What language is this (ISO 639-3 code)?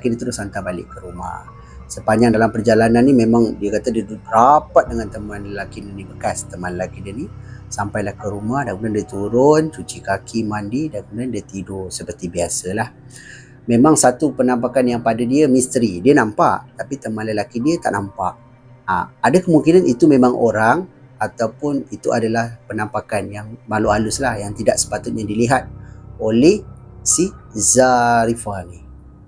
msa